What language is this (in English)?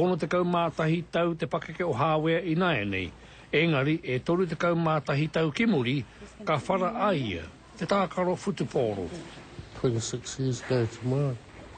Māori